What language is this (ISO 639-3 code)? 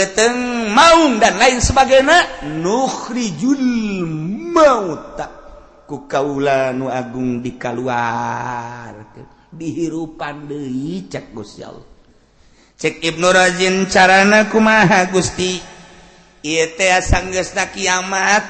sun